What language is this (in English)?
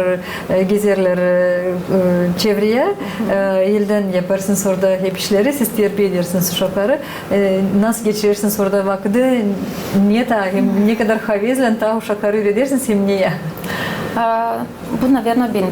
Gagauz